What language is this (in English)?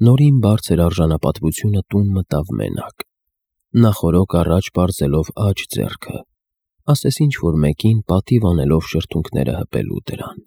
Armenian